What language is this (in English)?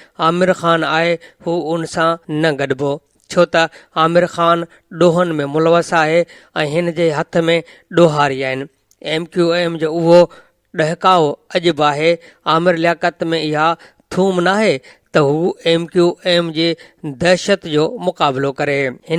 Sindhi